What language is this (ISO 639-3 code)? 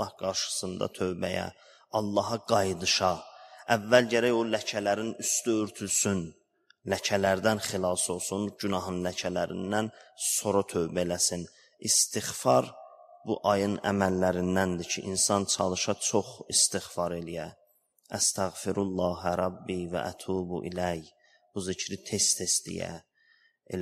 aze